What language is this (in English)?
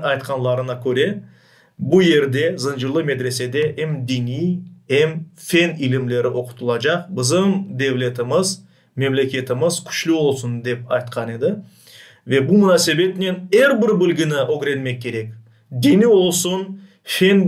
Crimean Tatar